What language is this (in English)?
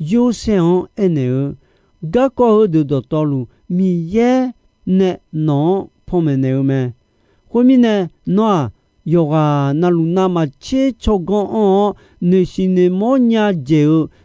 Akha